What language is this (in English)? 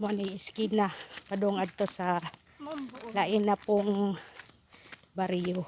Cebuano